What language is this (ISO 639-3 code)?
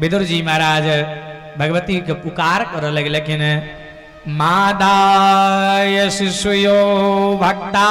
mai